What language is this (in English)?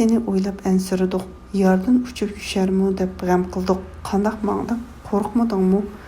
Uyghur